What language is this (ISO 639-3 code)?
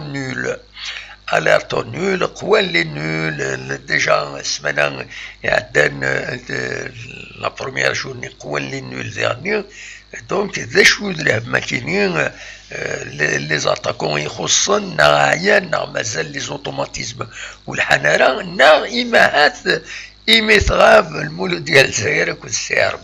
kab